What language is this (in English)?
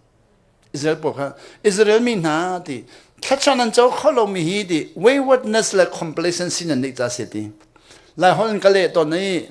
Hakha Chin